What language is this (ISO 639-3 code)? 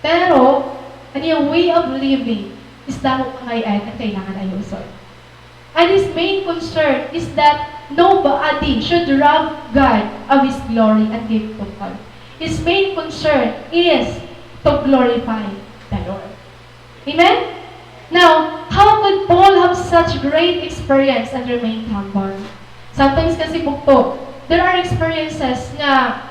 war